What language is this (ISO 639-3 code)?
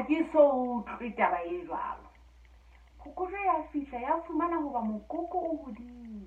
sot